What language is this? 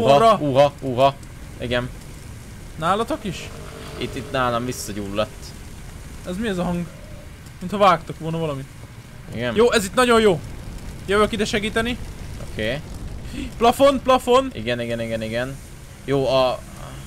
Hungarian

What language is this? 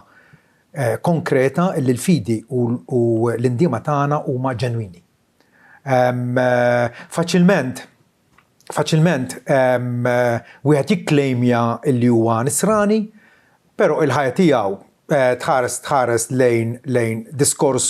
Maltese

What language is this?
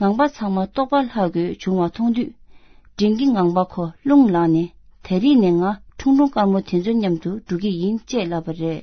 Tibetan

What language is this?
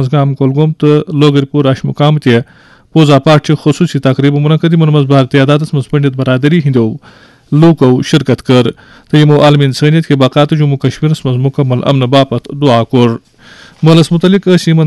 Kashmiri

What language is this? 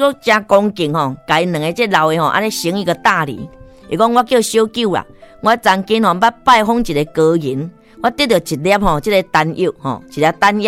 Min Nan Chinese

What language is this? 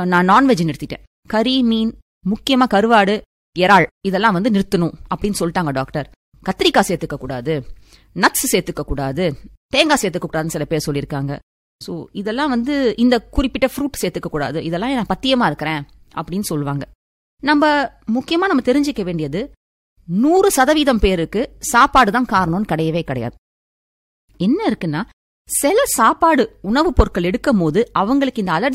Tamil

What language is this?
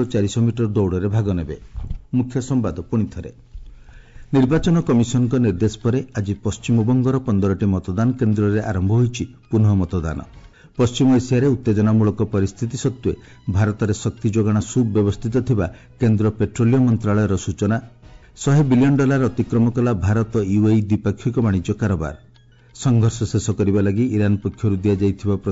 Odia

